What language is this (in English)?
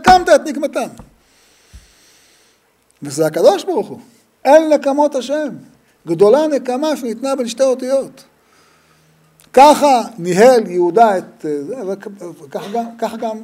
Hebrew